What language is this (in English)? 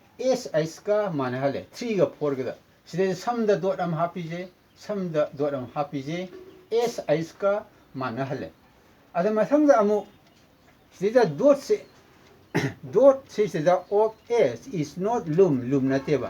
Manipuri